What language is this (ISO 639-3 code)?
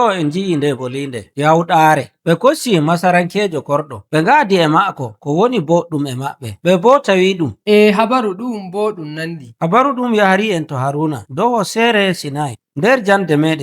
fuv